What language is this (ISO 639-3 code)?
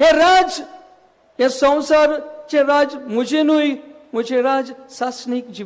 kok